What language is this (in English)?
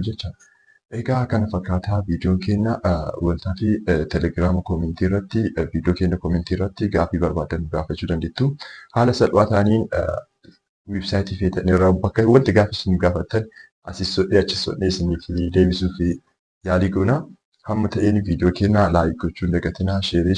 Oromo